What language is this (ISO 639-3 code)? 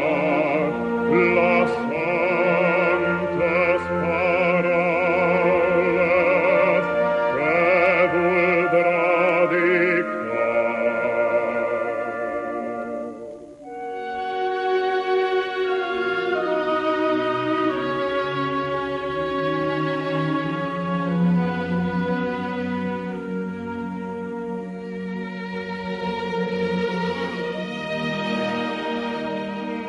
cat